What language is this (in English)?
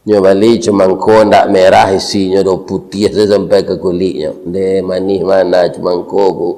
Minangkabau